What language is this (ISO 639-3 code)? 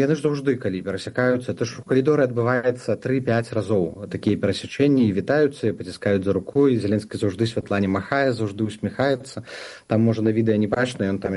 bel